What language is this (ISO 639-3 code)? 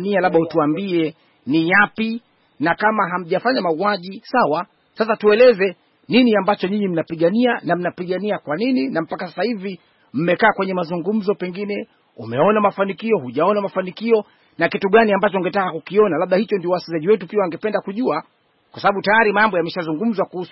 swa